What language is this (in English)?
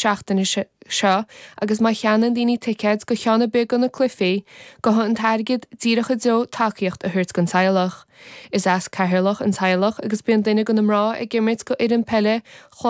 Irish